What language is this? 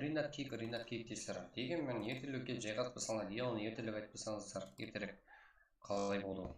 Kara-Kalpak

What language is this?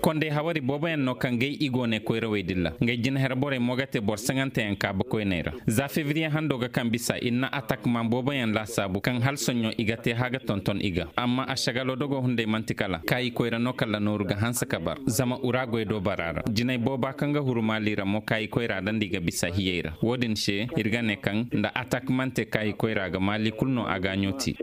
Koyraboro Senni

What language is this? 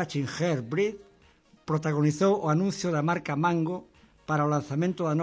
Galician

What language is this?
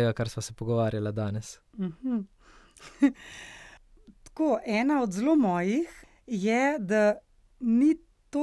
Slovenian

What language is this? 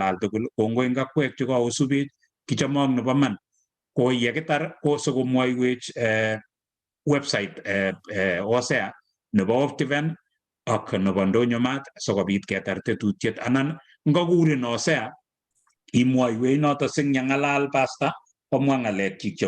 Kalenjin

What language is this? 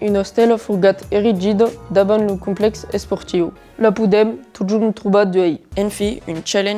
Occitan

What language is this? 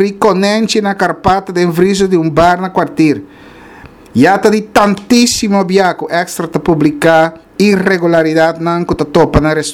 Papiamento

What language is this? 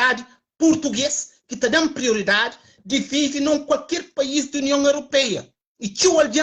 Kabuverdianu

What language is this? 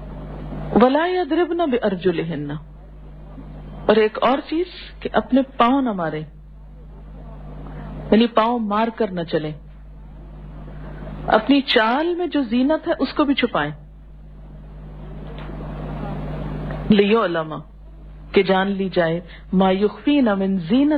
Urdu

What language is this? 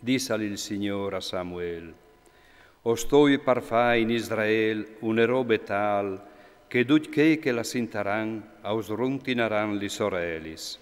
Friulian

